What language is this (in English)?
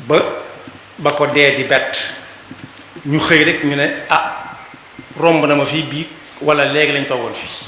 Wolof